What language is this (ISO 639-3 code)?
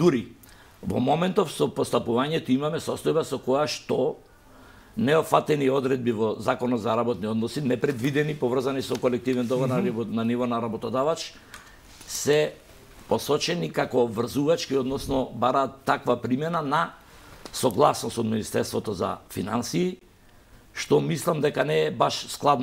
mkd